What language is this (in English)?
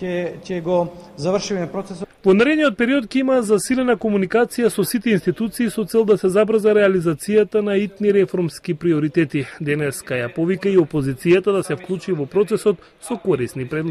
Macedonian